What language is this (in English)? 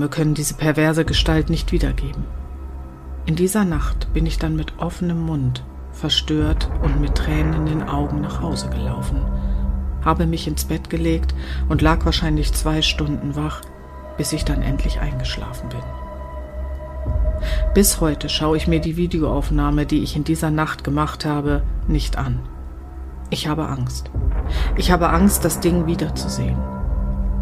German